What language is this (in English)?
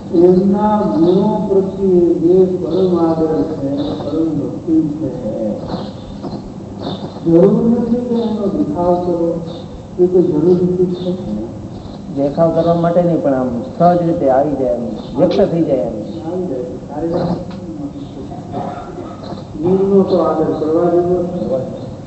Gujarati